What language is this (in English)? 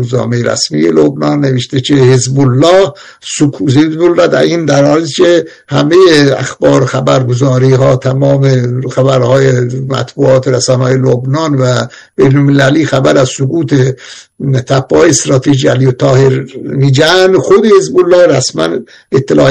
Persian